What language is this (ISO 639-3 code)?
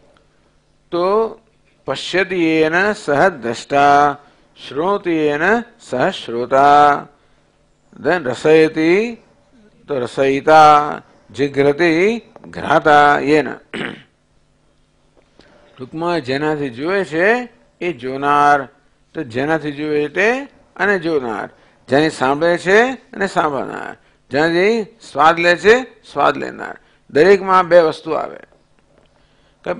guj